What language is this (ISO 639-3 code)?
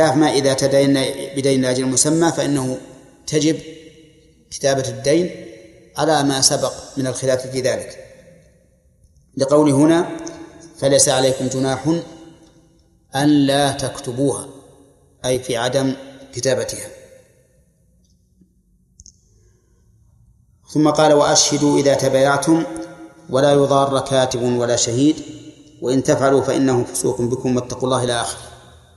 ara